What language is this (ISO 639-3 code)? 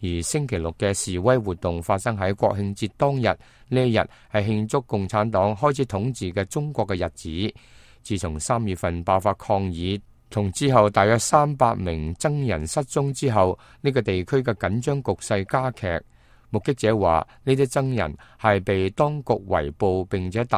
yue